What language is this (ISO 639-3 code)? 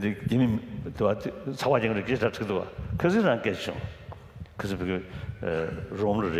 dka